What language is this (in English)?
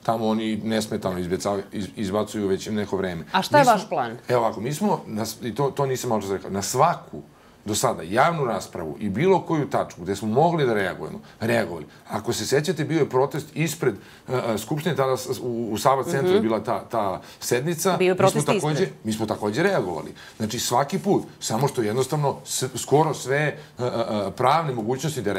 Serbian